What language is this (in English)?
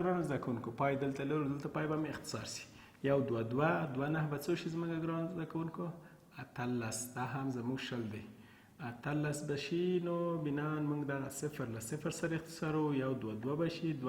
Pashto